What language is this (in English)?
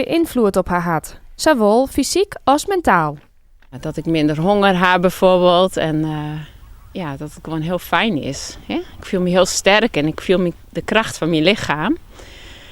Western Frisian